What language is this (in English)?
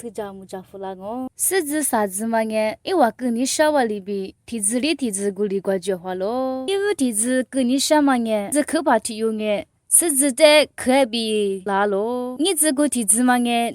Lisu